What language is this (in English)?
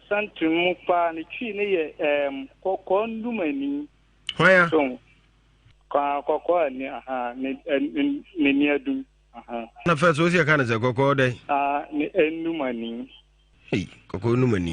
Akan